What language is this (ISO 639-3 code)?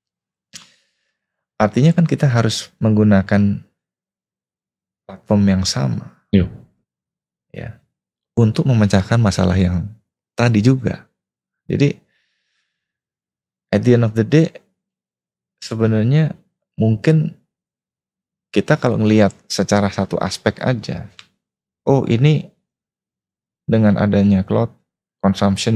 ind